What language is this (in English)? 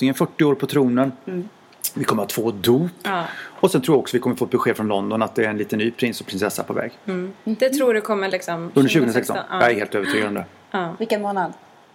Swedish